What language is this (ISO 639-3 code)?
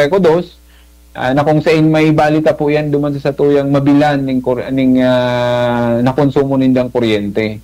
bik